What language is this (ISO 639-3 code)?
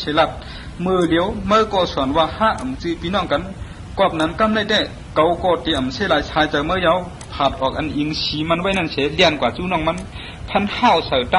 shn